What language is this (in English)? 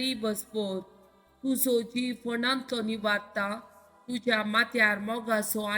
Konkani